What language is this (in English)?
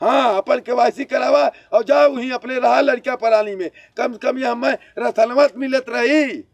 Bhojpuri